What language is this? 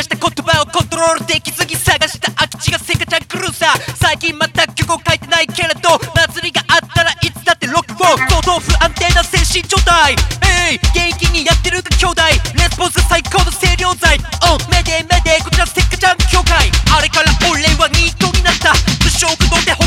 Japanese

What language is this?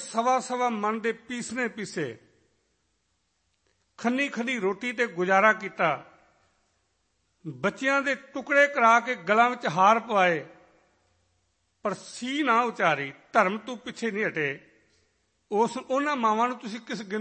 Punjabi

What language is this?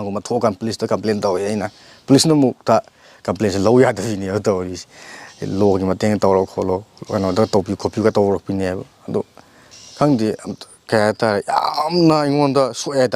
Manipuri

